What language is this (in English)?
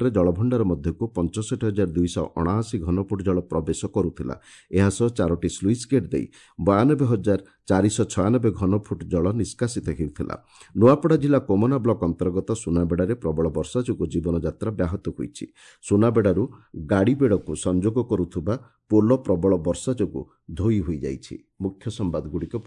Odia